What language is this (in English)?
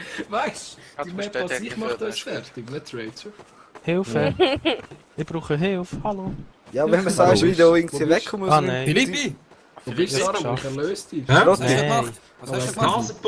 Swiss German